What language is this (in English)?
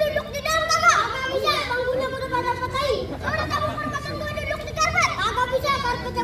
Betawi